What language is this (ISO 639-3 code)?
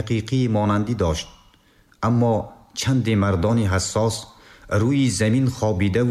tgk